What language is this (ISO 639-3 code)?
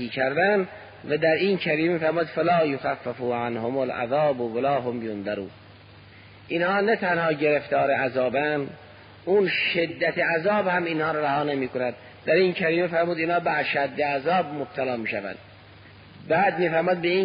fas